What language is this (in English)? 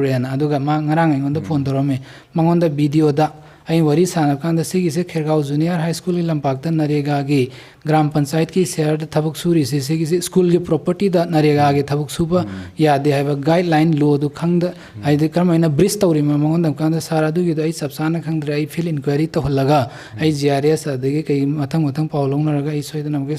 Manipuri